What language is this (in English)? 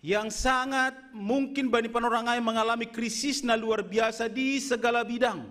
Batak Simalungun